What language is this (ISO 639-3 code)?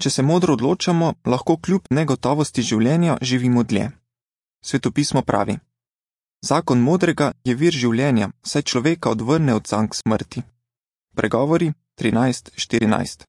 slv